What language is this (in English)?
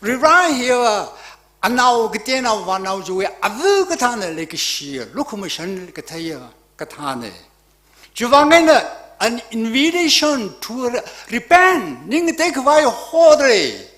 Tangkhul Naga (India)